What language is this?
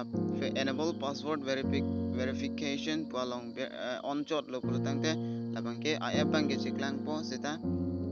Karbi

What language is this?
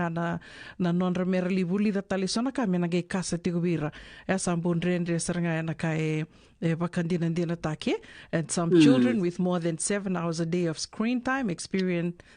Fijian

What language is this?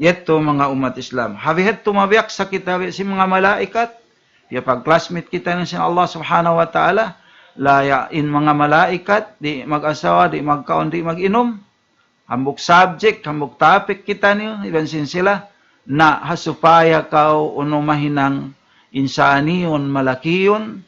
Tausug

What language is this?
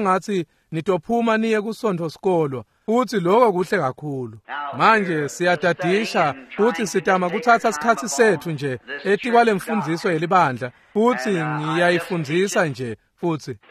Swati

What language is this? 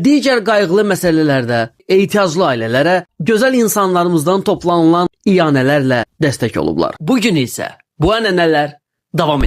Azerbaijani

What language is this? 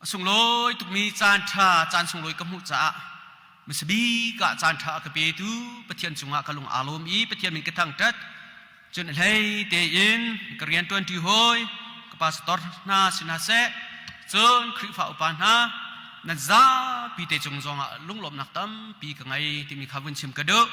Hakha Chin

